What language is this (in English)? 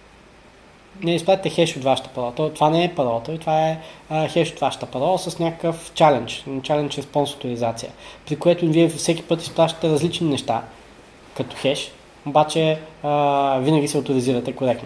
Bulgarian